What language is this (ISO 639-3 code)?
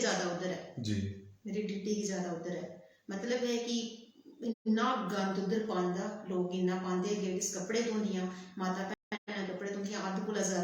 doi